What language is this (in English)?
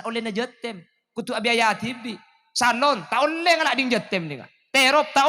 Madurese